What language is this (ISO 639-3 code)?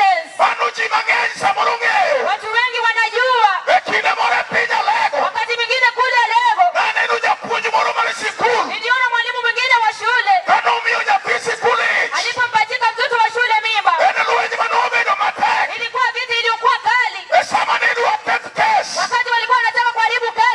luo